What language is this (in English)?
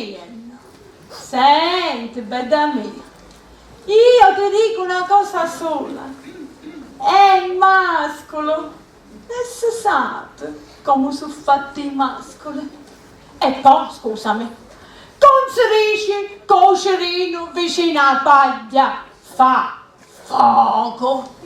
Sicilian